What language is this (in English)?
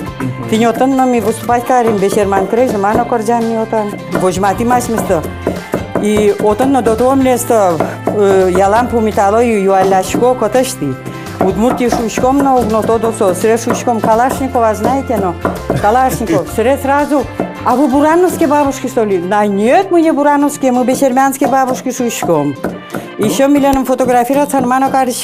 Udmurt